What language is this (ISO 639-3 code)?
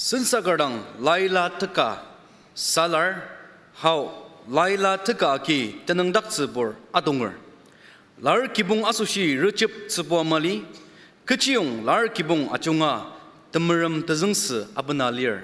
njo